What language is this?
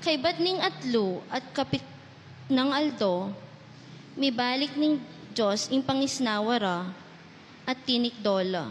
Pampanga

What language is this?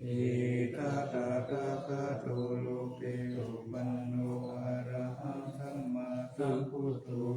Pali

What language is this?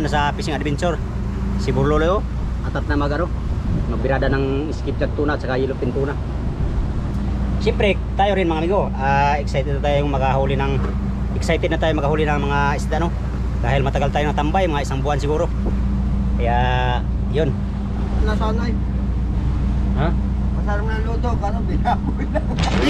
Filipino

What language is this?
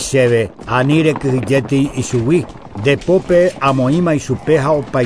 Guarani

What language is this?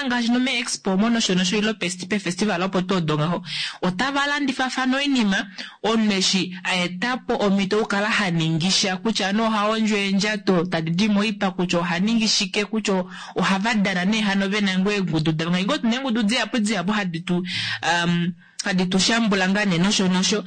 Kuanyama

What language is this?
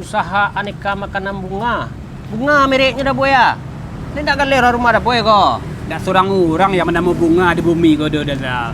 Minangkabau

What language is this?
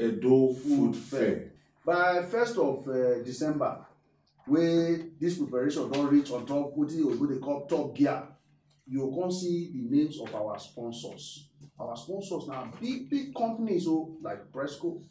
Nigerian Pidgin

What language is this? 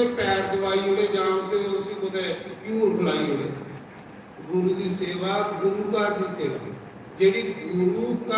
Dogri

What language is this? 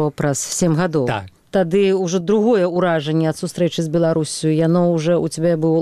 Belarusian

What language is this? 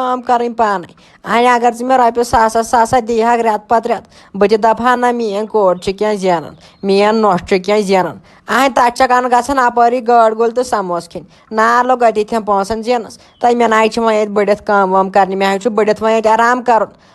Kashmiri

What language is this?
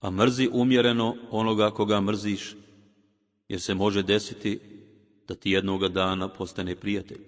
Bosnian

